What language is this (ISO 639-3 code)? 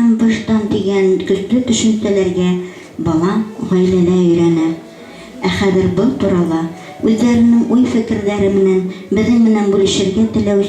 bak